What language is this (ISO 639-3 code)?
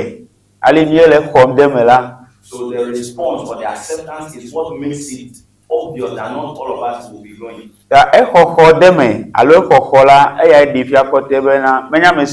ewe